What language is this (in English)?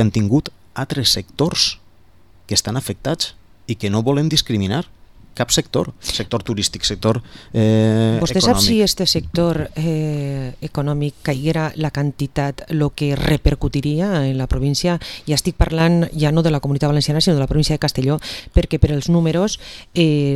Catalan